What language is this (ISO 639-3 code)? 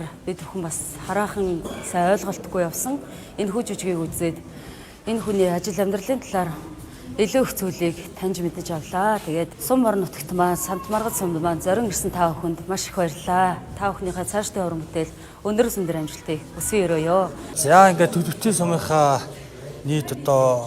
mon